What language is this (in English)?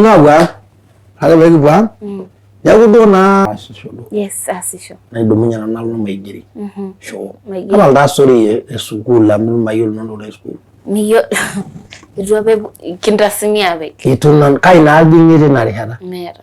Masai